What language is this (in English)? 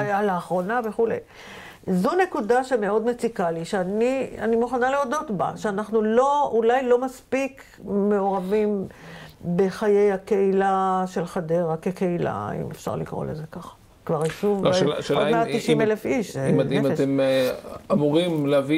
Hebrew